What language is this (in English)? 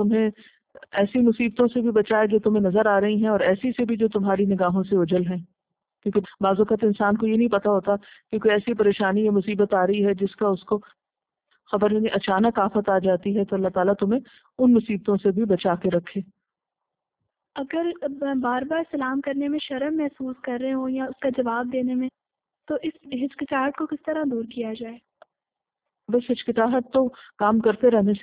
Urdu